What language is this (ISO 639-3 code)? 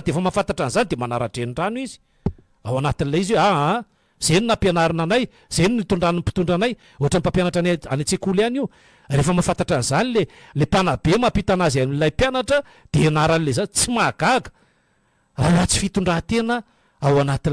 mlg